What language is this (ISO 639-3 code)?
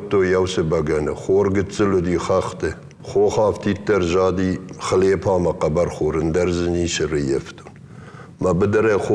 oss